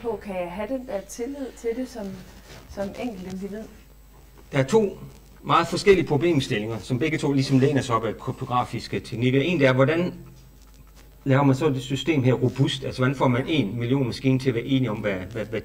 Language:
Danish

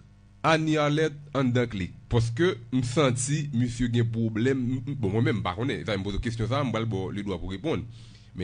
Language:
Haitian Creole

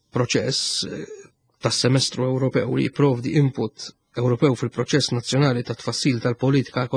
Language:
Maltese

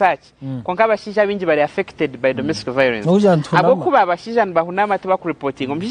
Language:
Nyankole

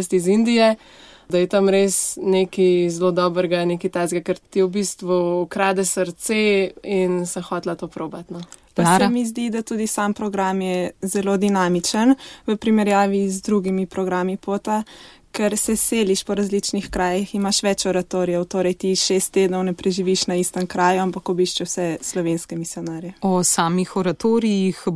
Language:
Slovenian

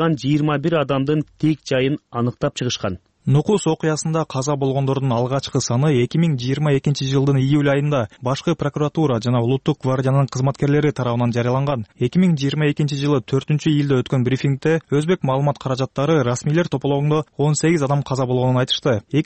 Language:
Kyrgyz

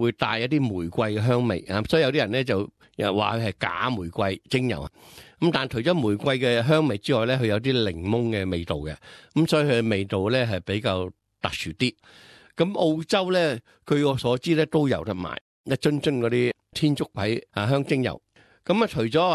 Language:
Cantonese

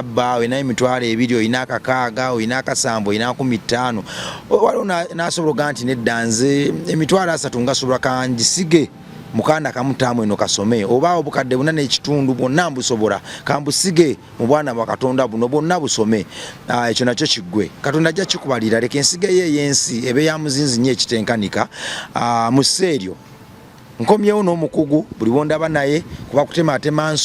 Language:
Ganda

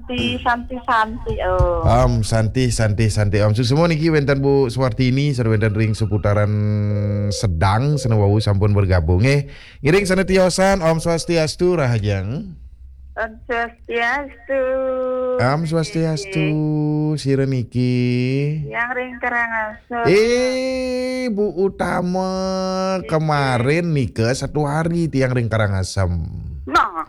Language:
Balinese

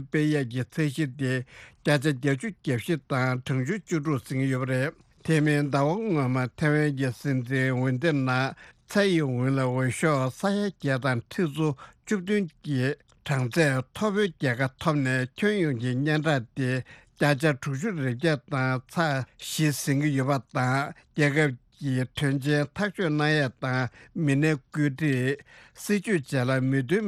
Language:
Tibetan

